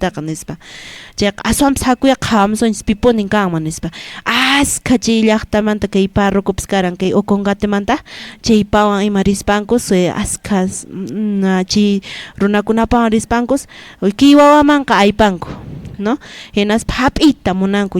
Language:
Quechua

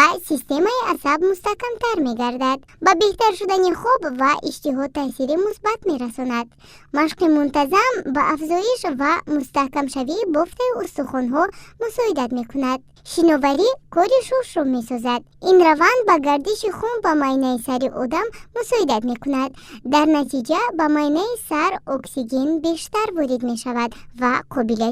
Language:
Tajik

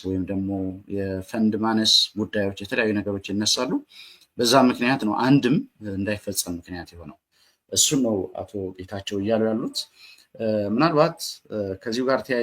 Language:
Amharic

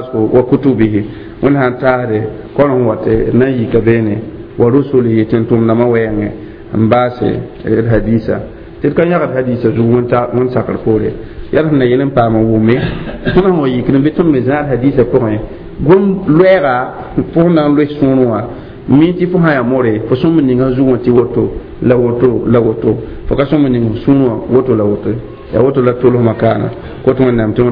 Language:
Mossi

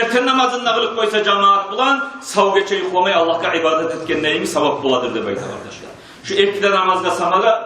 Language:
Kumyk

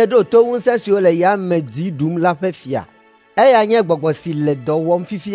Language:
Ewe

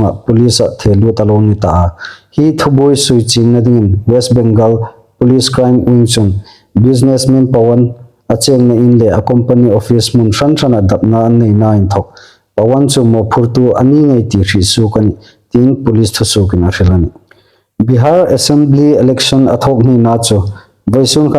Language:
Hmar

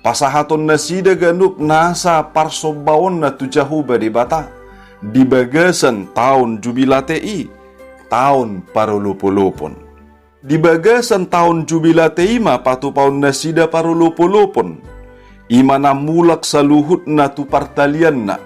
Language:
Batak Toba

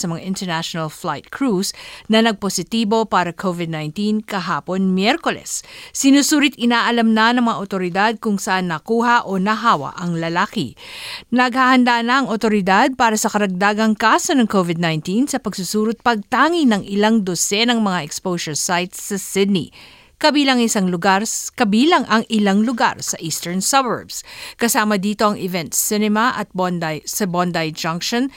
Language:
Filipino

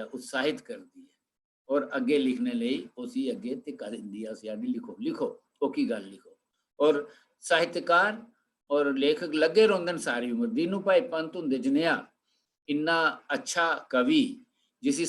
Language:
Dogri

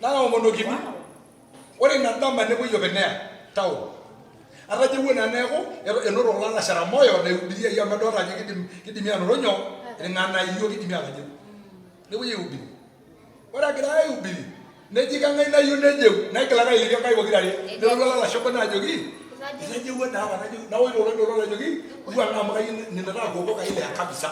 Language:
Masai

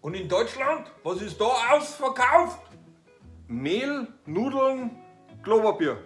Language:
Bavarian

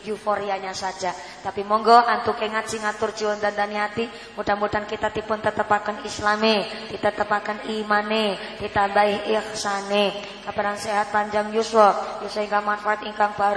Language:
Javanese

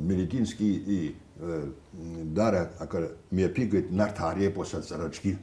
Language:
Abkhazian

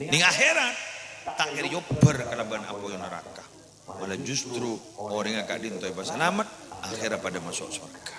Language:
Madurese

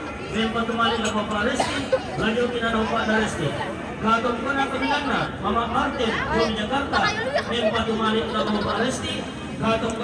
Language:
Toraja-Sa'dan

